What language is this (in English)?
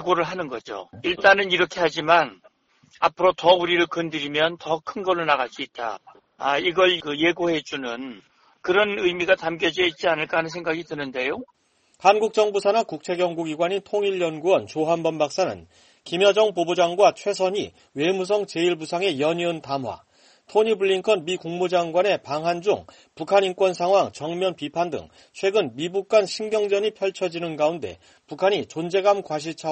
Korean